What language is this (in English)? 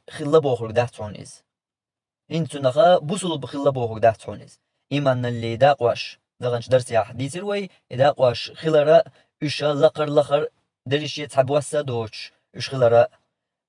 Chechen